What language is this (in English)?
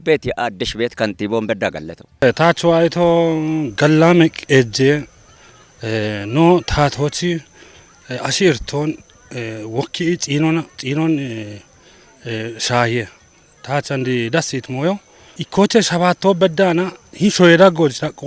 Kafa